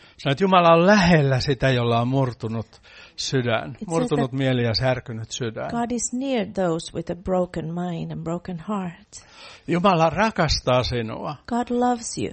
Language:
Finnish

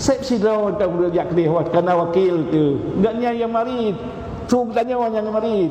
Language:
Achinese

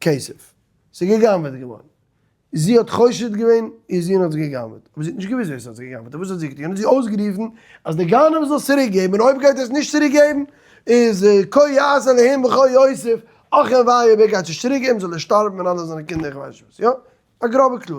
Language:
Yiddish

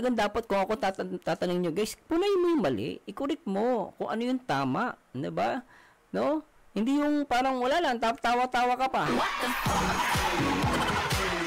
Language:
Filipino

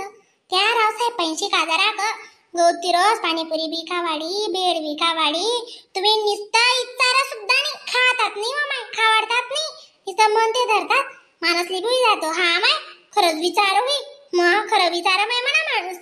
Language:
Khandesi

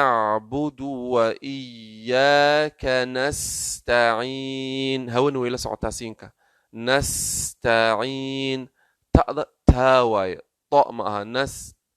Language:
Somali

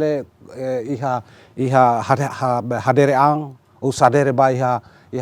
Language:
Tetum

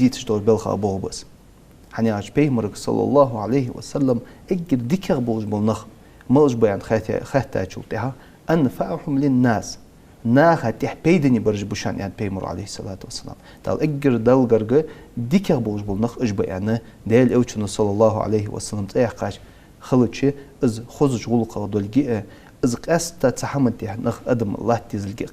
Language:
Ingush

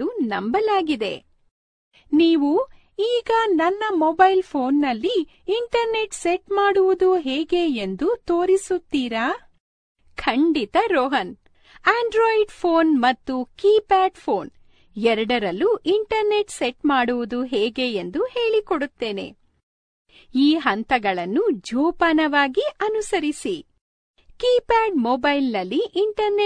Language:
Kannada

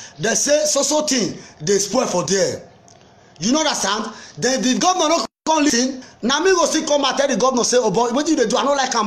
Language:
Nigerian Pidgin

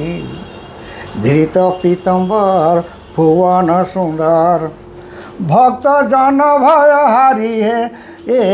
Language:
Sadri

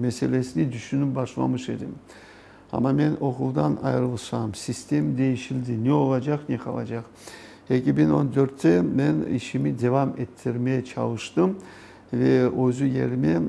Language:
Crimean Tatar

